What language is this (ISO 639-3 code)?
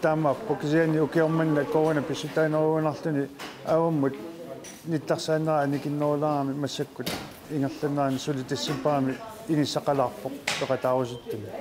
kal